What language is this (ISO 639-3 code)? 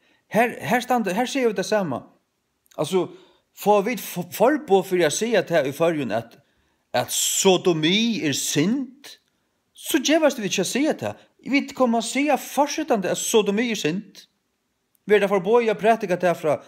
fao